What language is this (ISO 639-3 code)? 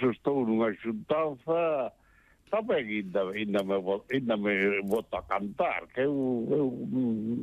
glg